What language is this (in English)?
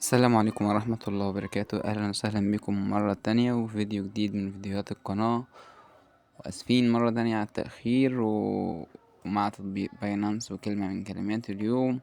Egyptian Arabic